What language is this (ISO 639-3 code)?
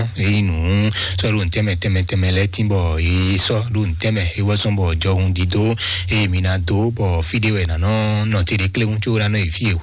fon